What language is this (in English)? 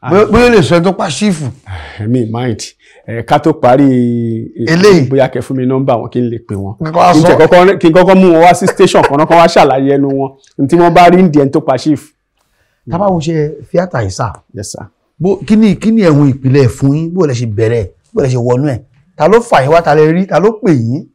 Yoruba